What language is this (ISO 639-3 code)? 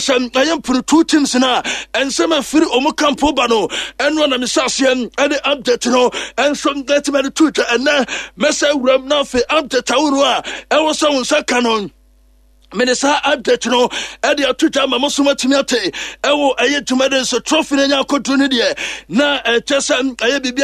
aka